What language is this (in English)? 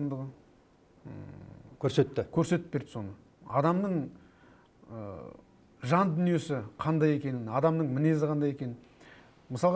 Kazakh